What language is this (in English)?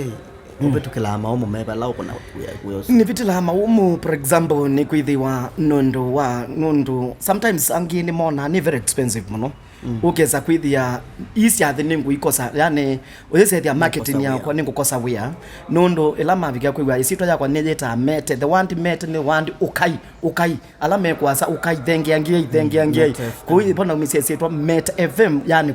Kamba